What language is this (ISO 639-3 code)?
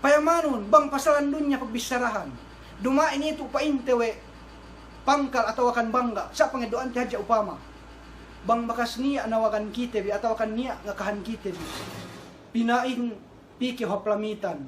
yka